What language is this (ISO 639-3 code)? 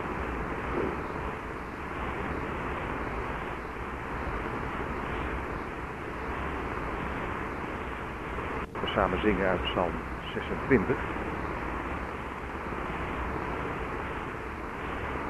nld